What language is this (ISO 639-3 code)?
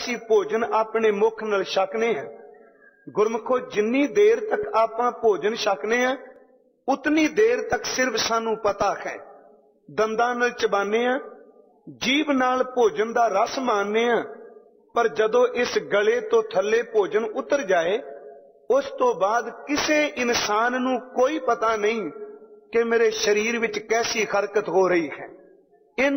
pan